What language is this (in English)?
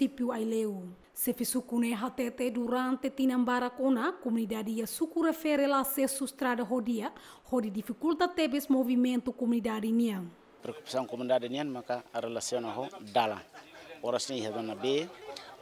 Tetum